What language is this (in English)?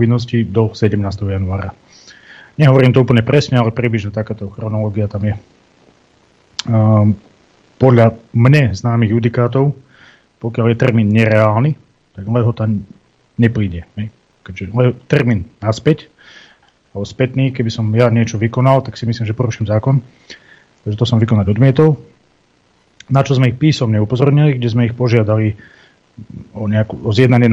Slovak